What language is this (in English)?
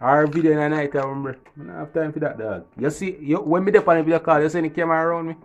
Jamaican Creole English